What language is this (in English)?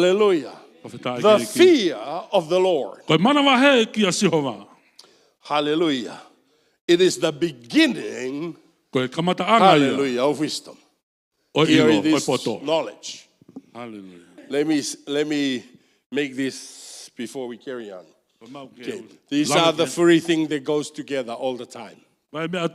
Tongan